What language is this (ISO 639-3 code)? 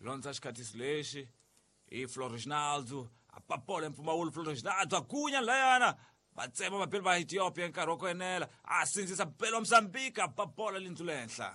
tso